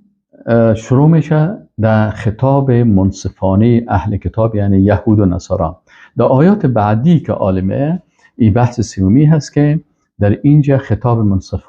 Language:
Persian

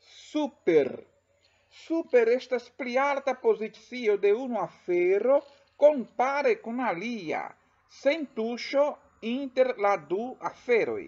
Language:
Esperanto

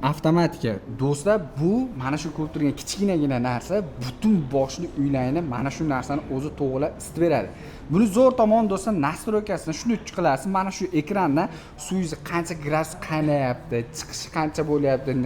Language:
Uzbek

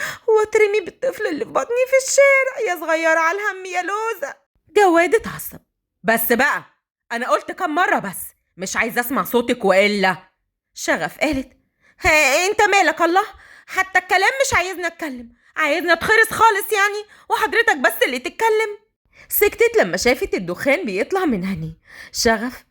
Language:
Egyptian Arabic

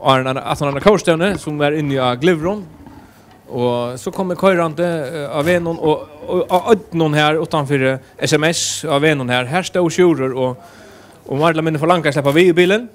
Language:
Faroese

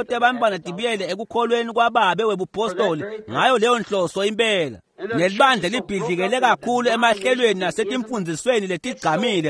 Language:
Swati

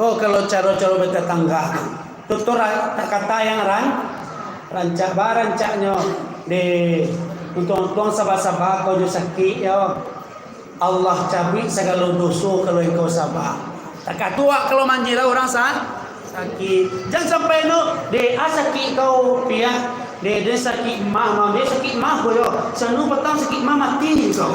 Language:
Minangkabau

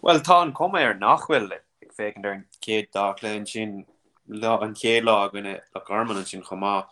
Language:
Irish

